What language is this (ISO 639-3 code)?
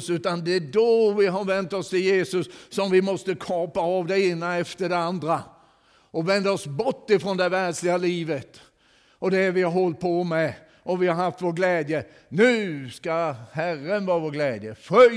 swe